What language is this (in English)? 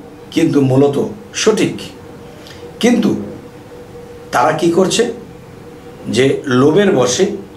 Bangla